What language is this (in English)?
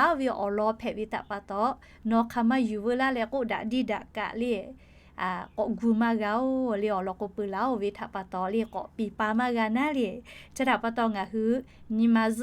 Lahu